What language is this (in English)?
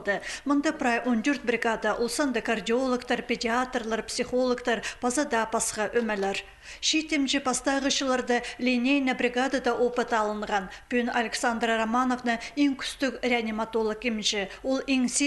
Khakas